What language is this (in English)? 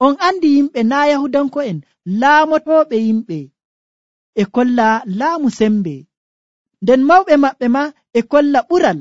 Nigerian Fulfulde